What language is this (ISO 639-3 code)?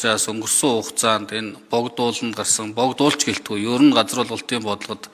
mon